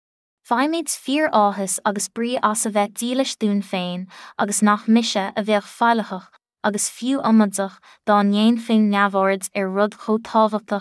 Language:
Irish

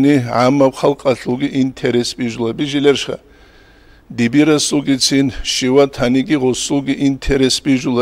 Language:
Avaric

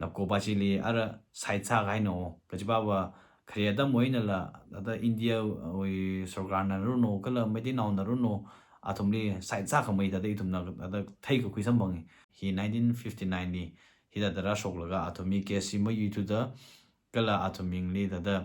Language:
Tangkhul Naga (India)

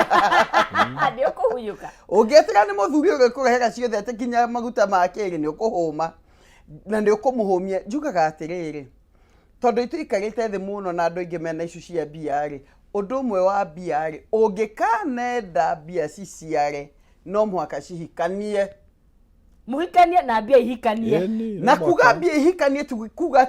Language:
Kikuyu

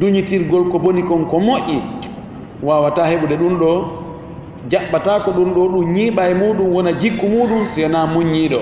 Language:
Fula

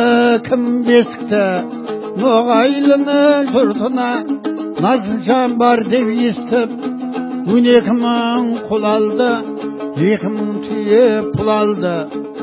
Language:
Kazakh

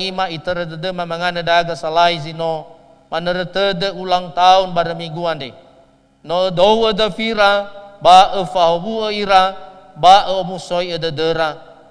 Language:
Nias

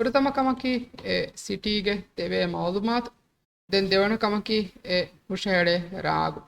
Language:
Divehi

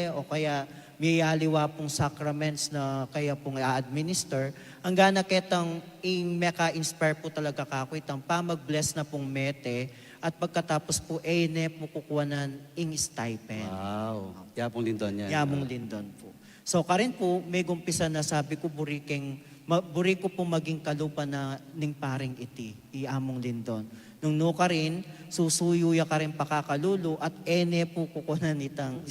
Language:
Pampanga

